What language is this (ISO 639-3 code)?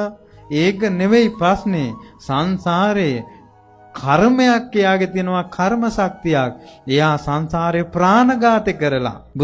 sin